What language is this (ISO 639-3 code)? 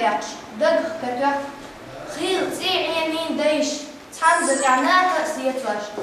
che